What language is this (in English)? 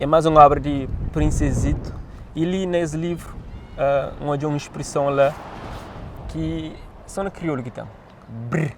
Kabuverdianu